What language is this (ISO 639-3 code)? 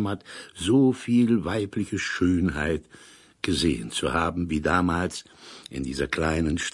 deu